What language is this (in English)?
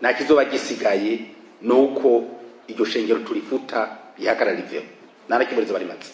Rundi